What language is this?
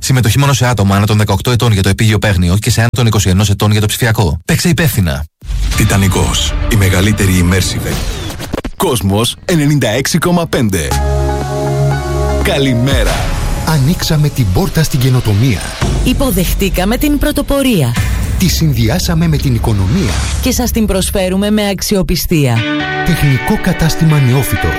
Greek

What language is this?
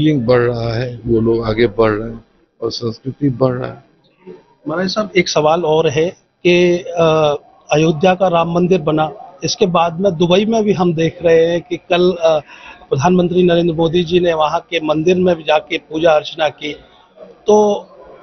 Hindi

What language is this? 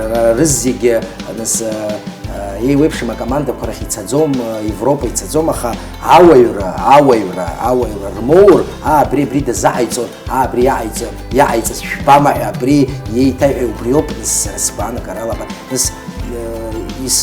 Abkhazian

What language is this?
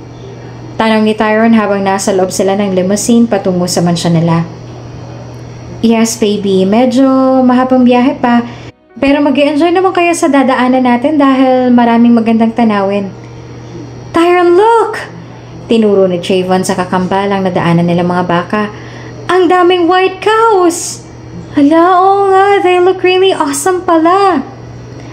Filipino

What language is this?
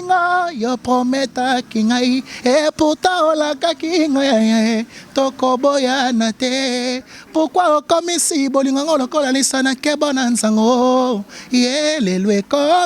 Lingala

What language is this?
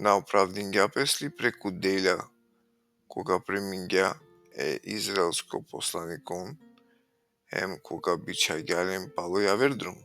Balkan Romani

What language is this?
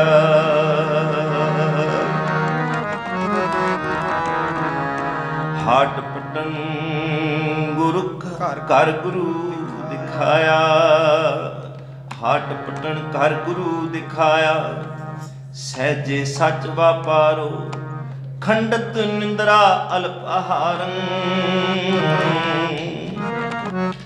Punjabi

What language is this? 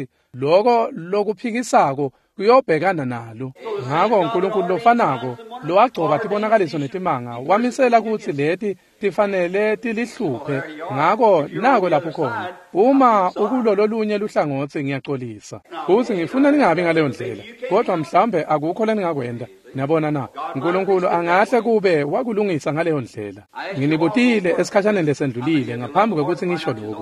Swati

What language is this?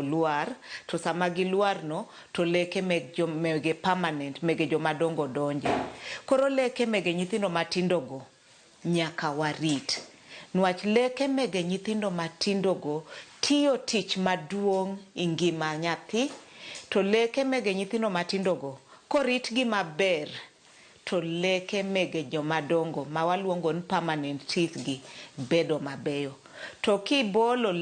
Luo (Kenya and Tanzania)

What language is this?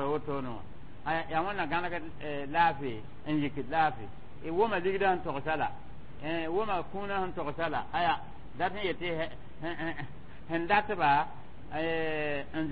Mossi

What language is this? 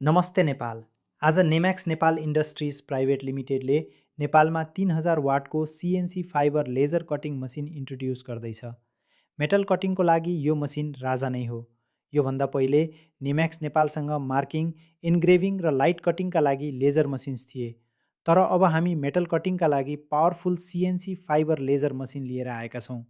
Nepali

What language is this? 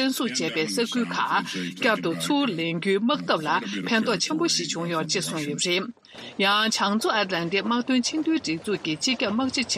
Tibetan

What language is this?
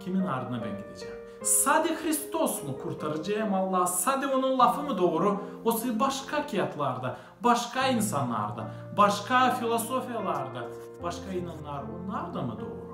Gagauz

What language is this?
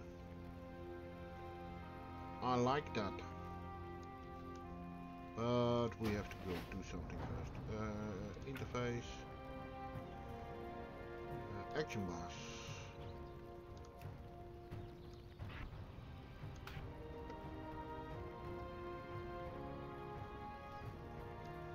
English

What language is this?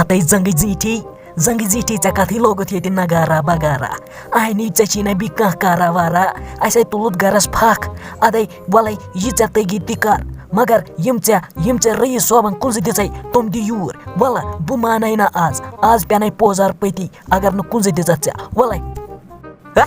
Kashmiri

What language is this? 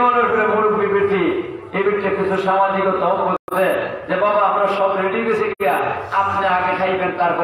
Sylheti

